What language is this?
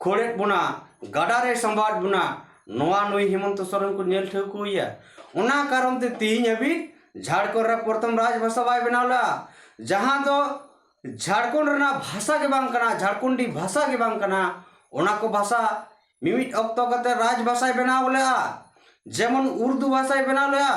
Santali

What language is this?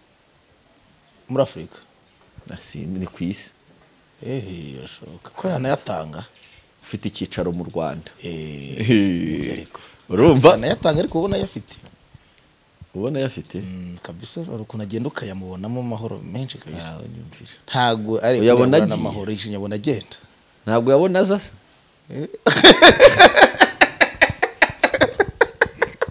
Kinyarwanda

